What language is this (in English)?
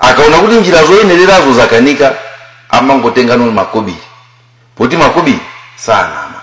Nyanja